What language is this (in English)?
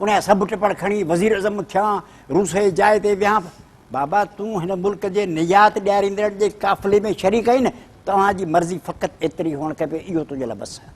Sindhi